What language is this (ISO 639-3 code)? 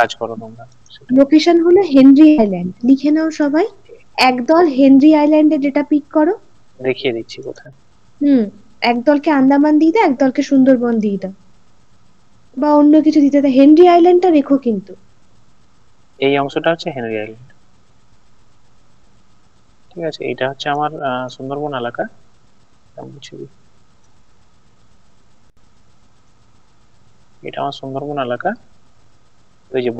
ben